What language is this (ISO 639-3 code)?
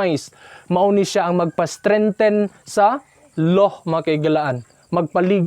ceb